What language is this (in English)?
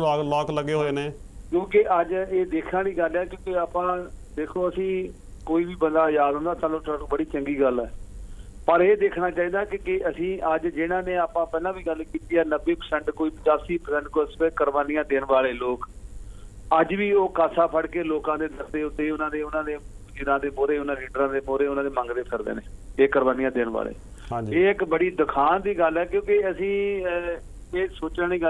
Punjabi